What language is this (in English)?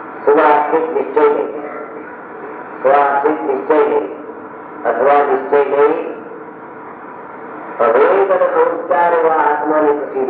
Gujarati